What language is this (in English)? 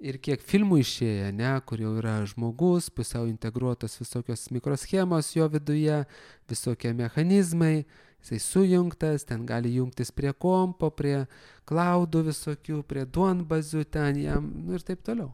Lithuanian